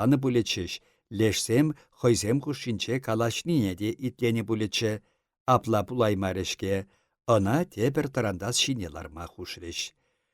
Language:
Chuvash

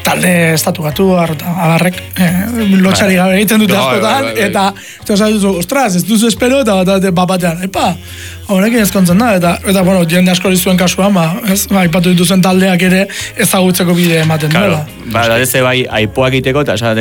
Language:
Basque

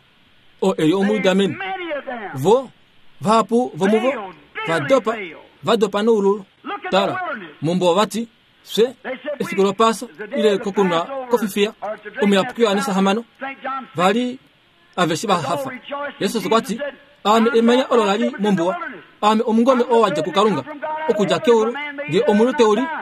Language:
Kuanyama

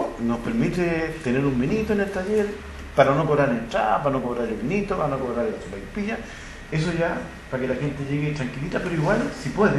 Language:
Spanish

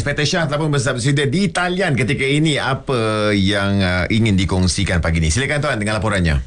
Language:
Malay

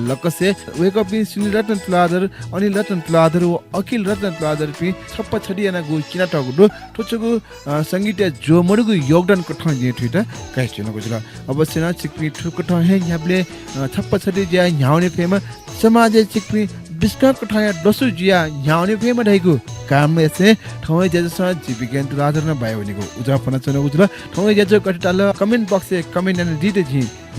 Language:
Newari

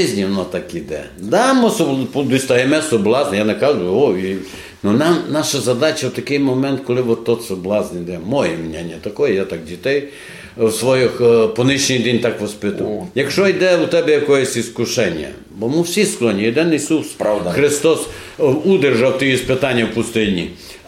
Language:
Rusyn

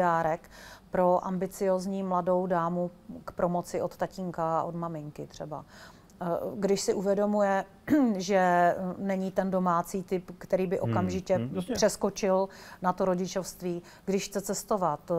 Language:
Czech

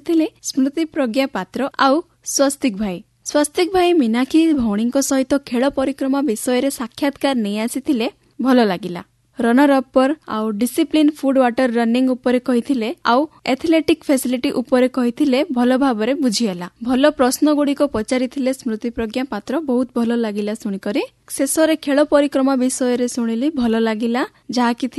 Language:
Odia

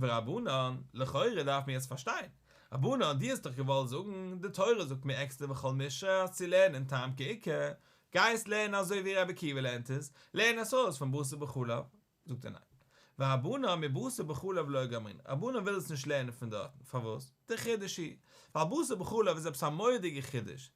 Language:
Yiddish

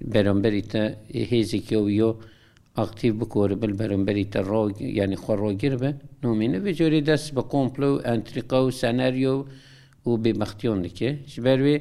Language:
Kurdish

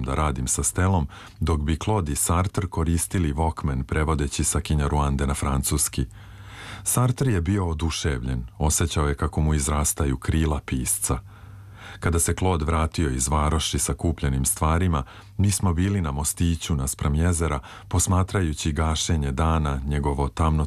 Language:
Serbian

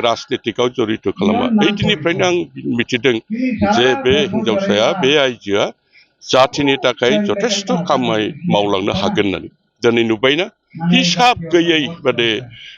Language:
Bodo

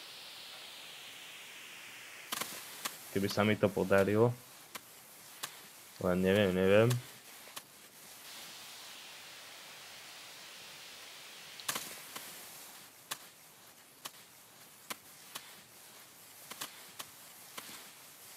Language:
Slovak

